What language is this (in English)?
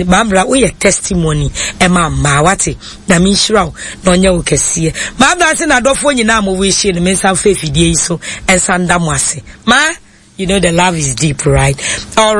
Akan